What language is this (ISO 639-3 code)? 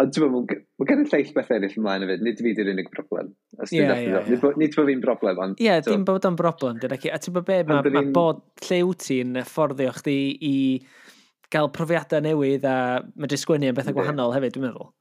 cym